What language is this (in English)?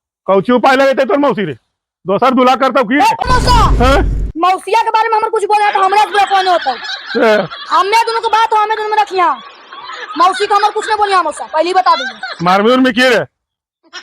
Magahi